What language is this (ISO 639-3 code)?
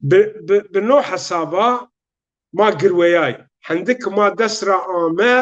zza